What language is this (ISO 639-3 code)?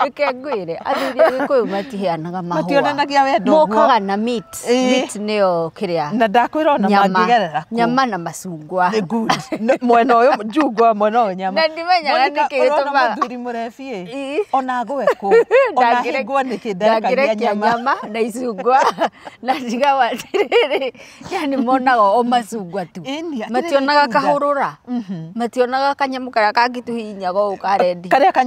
kik